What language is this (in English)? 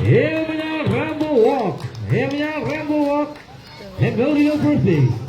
Marshallese